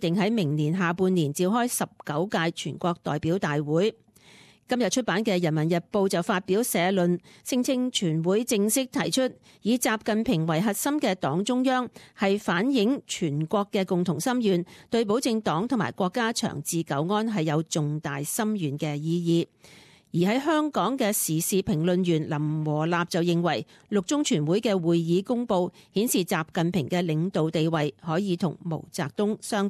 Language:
Cantonese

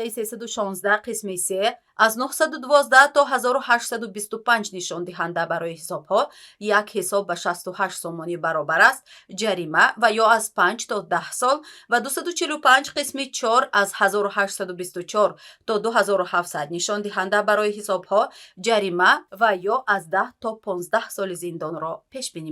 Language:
Tajik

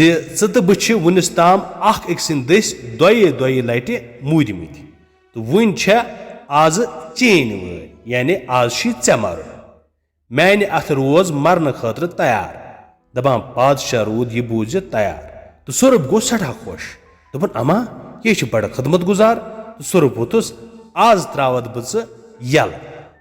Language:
Kashmiri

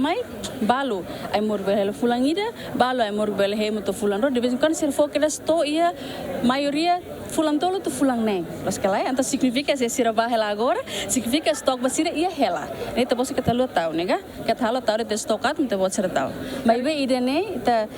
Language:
Tetum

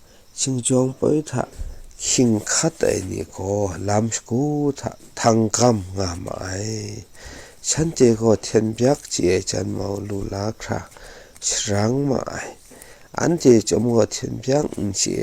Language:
Kachin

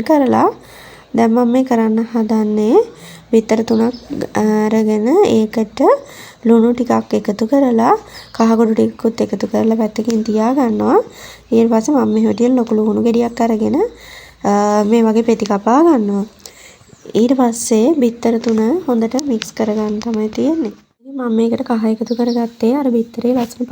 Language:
Sinhala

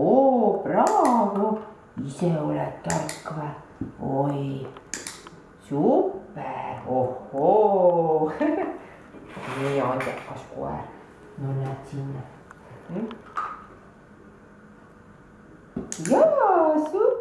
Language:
Estonian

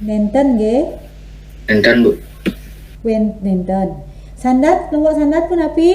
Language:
Balinese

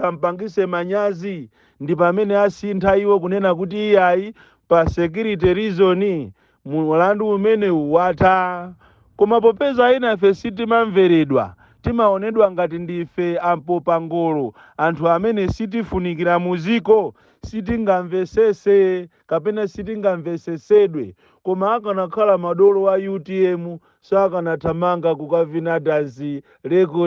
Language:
Nyanja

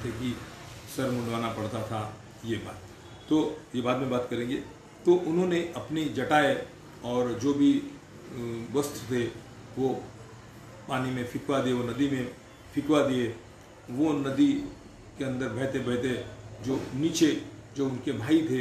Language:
Hindi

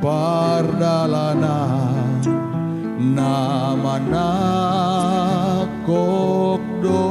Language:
Batak Simalungun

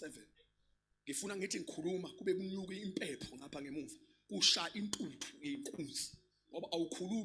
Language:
Zulu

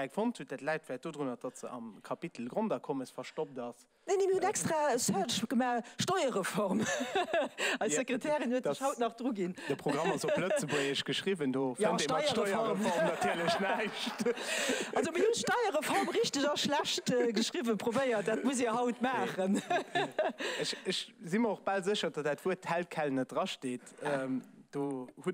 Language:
Luxembourgish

